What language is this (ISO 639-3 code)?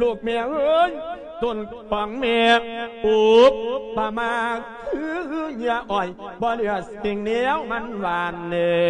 lao